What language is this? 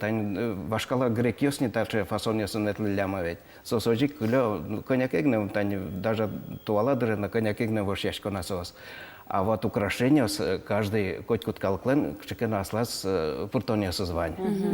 Udmurt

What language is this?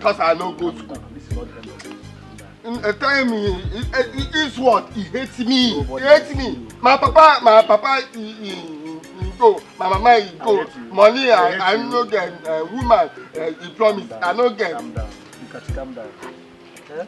Nigerian Pidgin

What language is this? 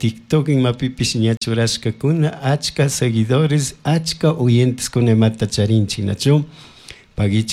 Chimborazo Highland Quichua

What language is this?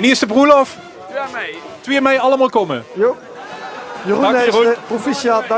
Limburgish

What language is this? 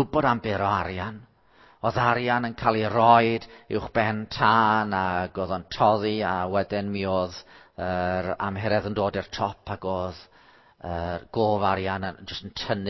Welsh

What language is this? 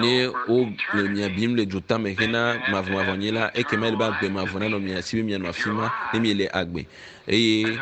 Ewe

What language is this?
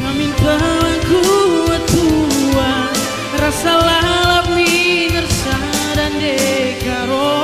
Batak Karo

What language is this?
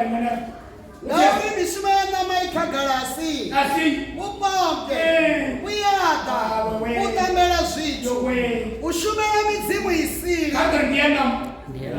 Venda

